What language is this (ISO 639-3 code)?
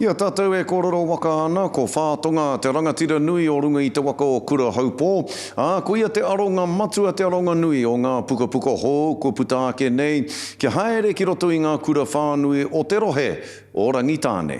mri